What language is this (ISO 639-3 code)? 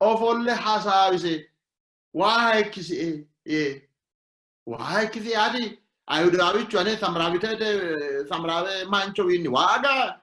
sid